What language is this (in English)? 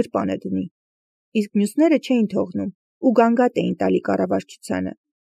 Armenian